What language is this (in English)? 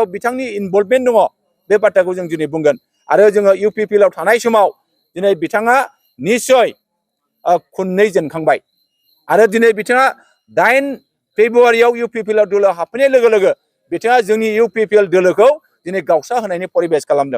Bodo